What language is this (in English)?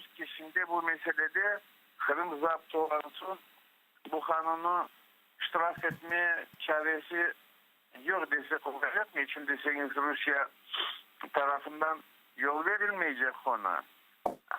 Crimean Tatar